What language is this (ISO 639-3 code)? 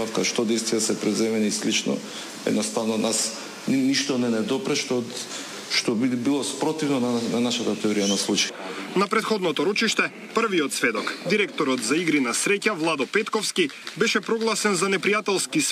mkd